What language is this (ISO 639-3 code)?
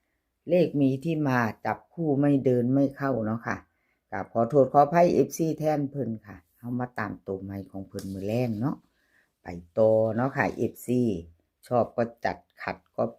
tts